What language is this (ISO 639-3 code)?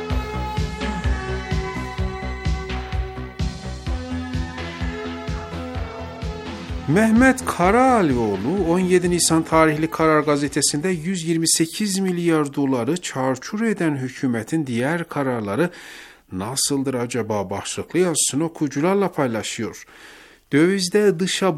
tur